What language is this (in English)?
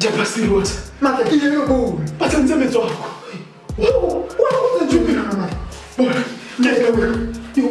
Tswana